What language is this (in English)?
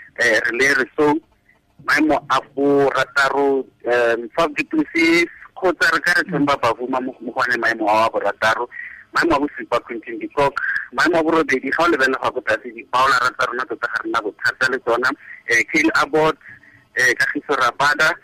Tswana